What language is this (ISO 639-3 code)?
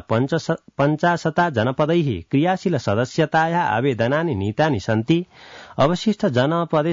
san